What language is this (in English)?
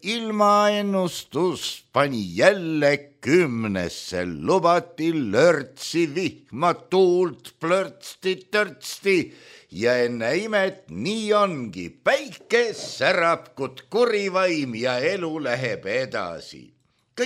Estonian